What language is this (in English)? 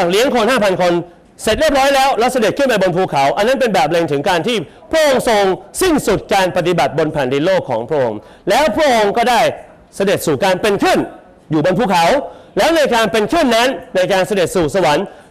Thai